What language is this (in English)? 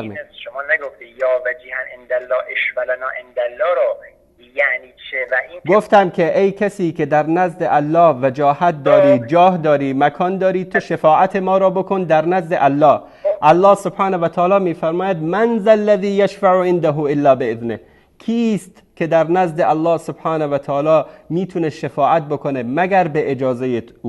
Persian